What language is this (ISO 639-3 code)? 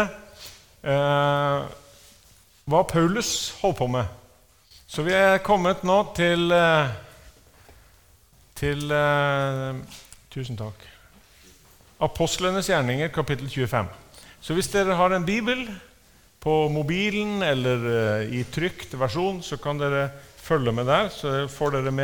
nor